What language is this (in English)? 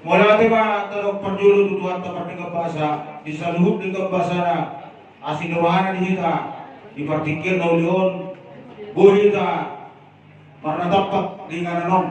Batak Toba